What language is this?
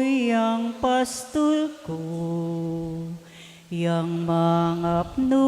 Pampanga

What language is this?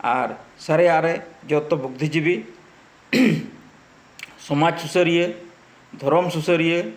Santali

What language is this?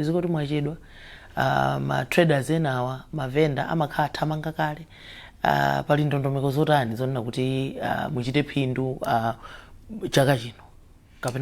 Nyanja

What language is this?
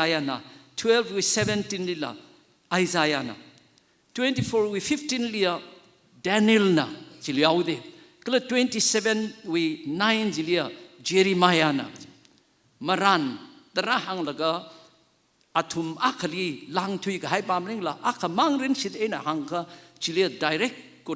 Tangkhul Naga (India)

